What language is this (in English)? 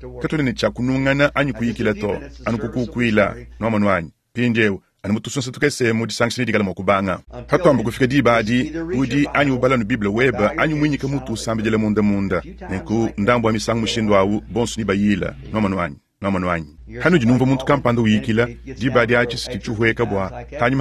Luba-Lulua